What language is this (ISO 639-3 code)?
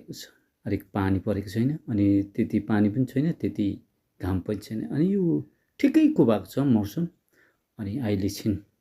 nep